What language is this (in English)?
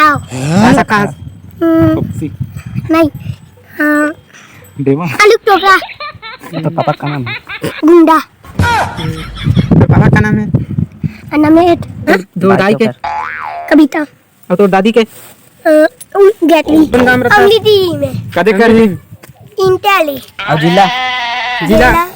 Chhattisgarhi